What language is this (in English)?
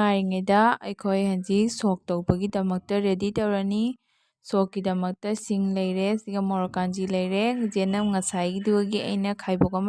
Manipuri